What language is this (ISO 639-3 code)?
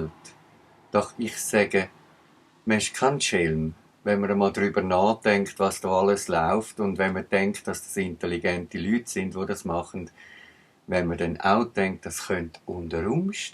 gsw